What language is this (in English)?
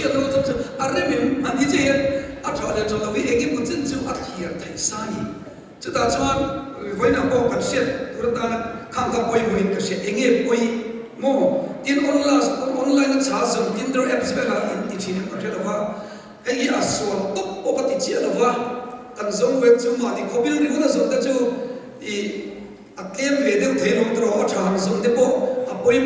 Mizo